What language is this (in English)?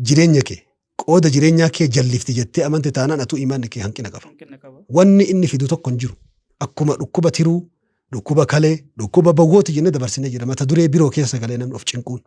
Oromo